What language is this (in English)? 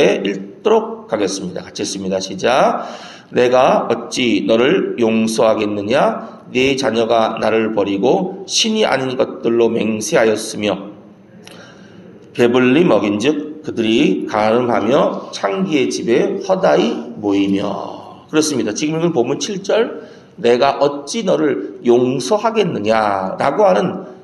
Korean